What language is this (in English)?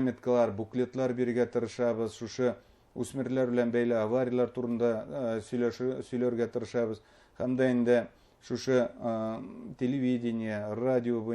Bashkir